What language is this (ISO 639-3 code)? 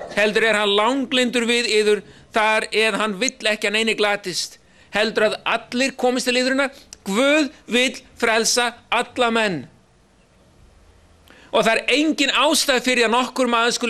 isl